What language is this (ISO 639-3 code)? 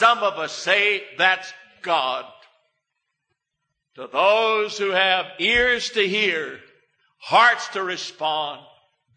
eng